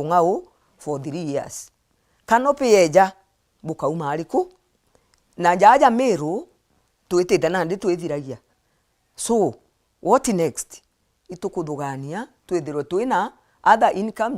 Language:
Meru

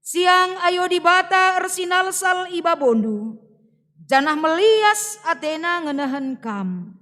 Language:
Batak Karo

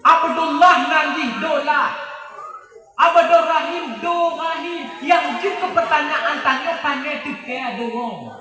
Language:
Achinese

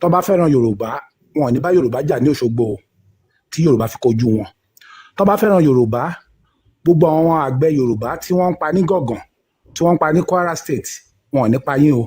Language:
Yoruba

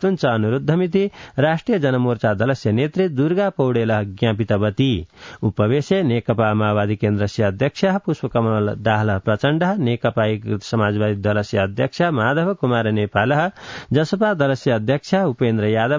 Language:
Sanskrit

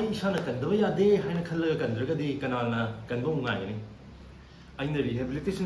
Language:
Manipuri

